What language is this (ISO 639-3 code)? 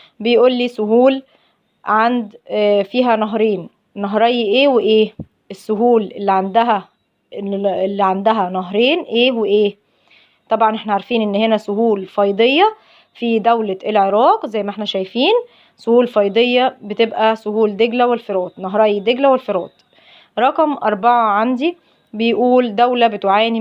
arz